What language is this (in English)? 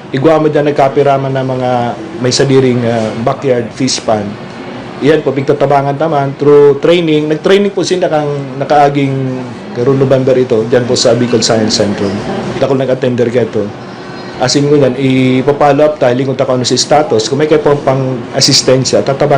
Bikol